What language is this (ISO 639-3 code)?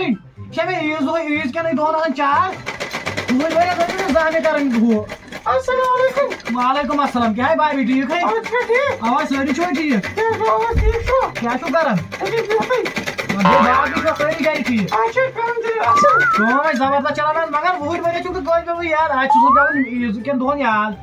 kas